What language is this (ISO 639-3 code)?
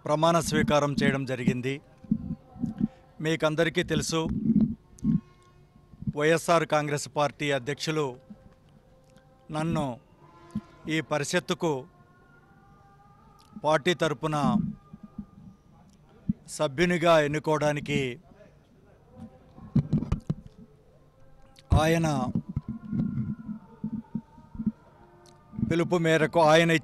tel